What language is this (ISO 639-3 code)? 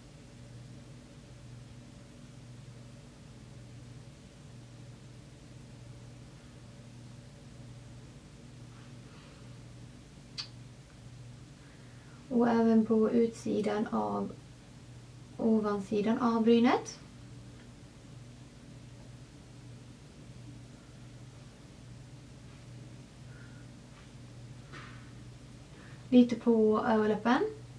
swe